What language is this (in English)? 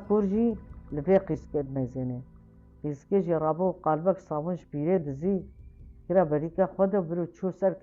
Kurdish